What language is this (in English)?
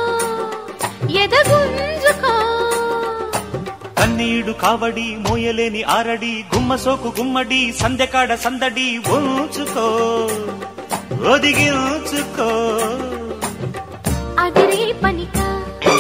Telugu